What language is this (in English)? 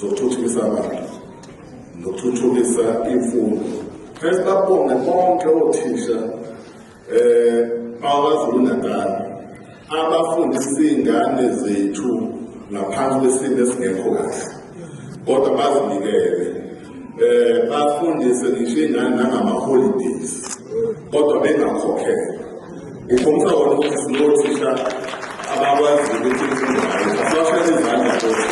Zulu